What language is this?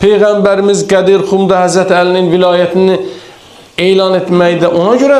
Azerbaijani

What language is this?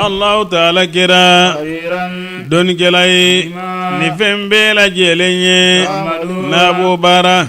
Bambara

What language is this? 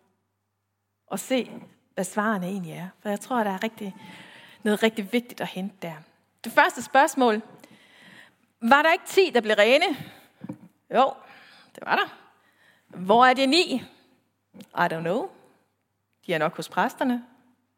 Danish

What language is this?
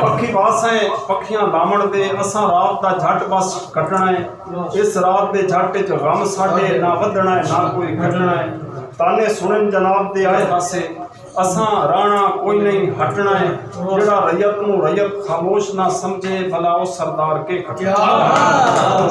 Saraiki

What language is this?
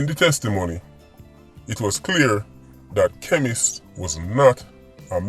Jamaican Creole English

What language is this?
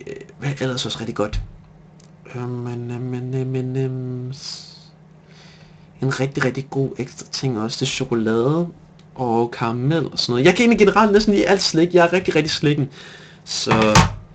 Danish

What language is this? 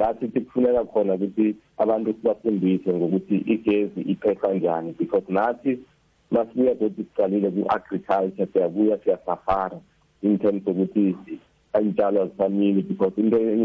South Ndebele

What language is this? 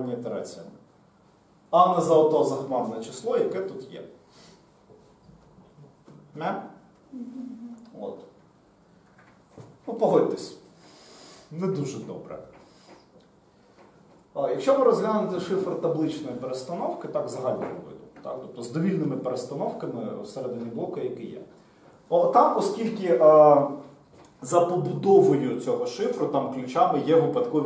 Ukrainian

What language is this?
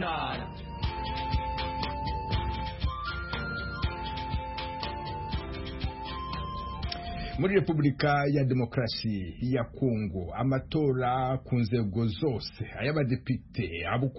Kinyarwanda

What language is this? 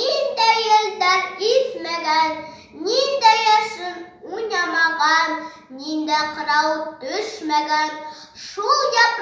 Bashkir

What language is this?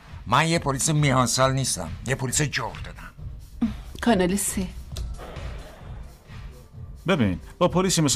Persian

